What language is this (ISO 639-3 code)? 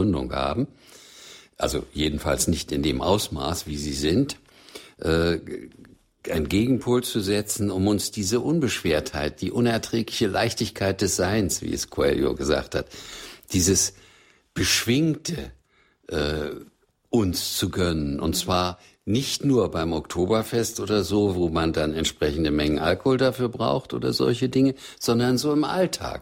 deu